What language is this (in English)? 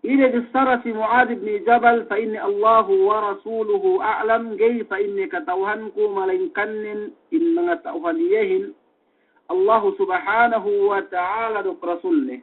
Yakan